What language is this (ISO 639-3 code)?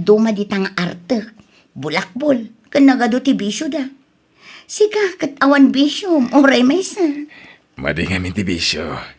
ilo